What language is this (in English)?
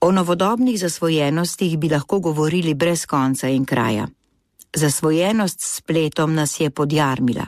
Slovenian